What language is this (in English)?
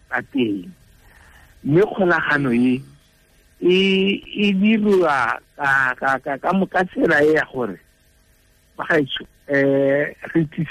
Tswana